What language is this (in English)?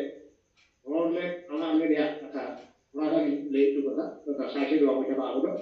Santali